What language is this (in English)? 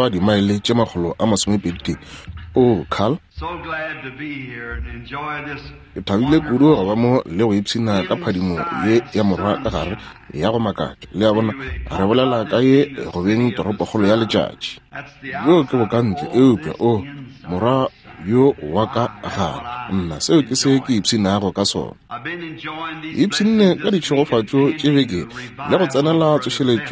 Northern Sotho